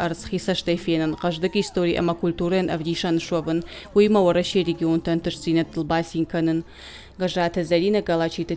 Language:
Ossetic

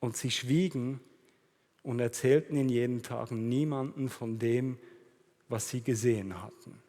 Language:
Swiss German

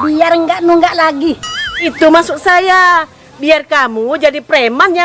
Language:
Musi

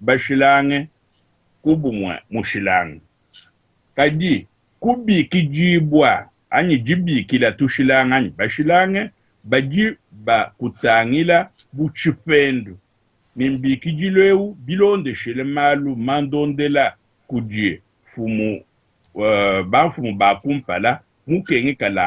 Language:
Luba-Lulua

